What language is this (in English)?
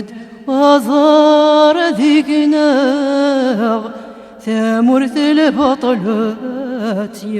Kabyle